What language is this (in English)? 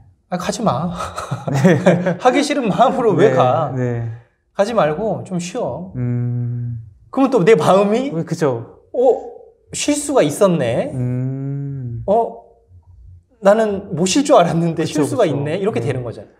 Korean